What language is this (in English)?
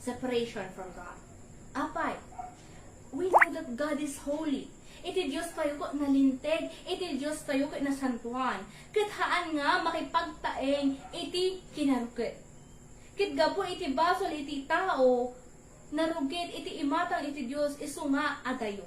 Iloko